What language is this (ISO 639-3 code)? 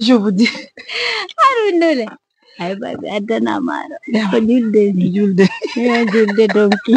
fuf